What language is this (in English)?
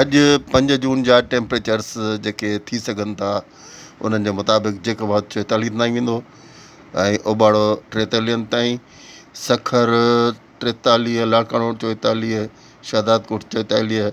Sindhi